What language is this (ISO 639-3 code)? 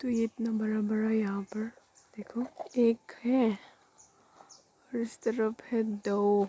mjw